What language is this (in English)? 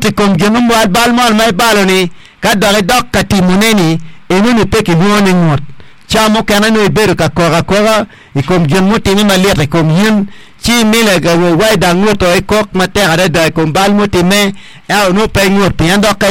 Acoli